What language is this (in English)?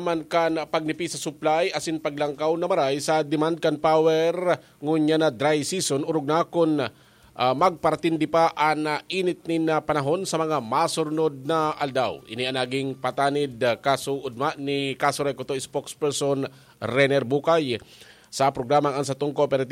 Bikol